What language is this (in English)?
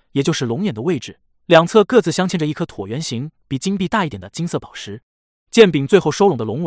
Chinese